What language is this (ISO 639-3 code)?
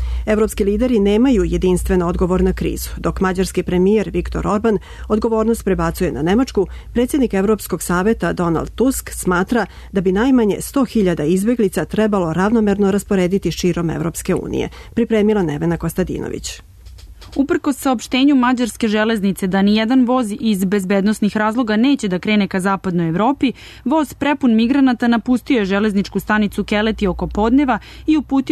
srp